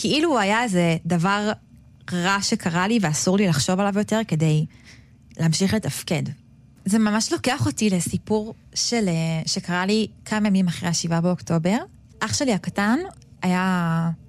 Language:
Hebrew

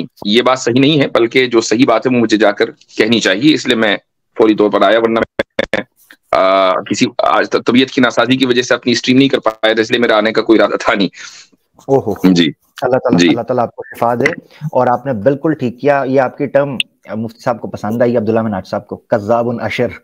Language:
Hindi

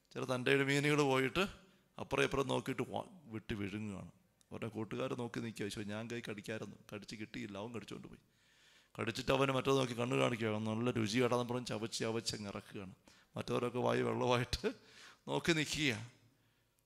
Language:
Malayalam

